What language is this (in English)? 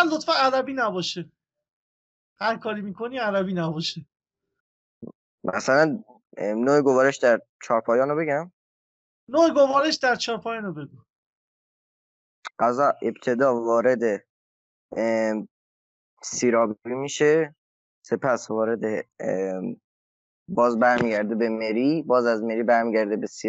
Persian